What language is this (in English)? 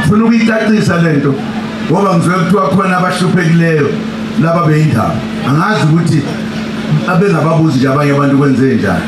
Zulu